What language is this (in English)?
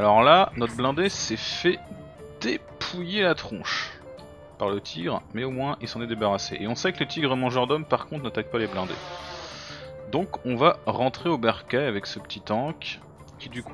French